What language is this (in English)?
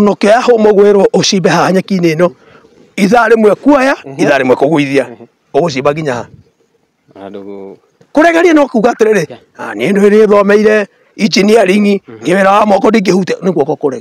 Kikuyu